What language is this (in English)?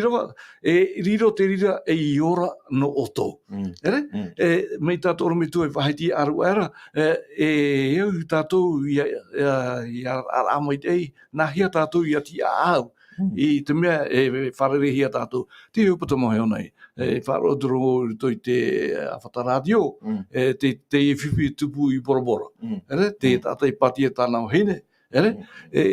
Tahitian